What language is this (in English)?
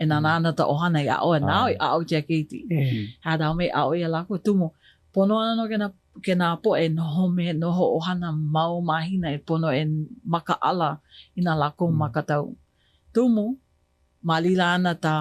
Hawaiian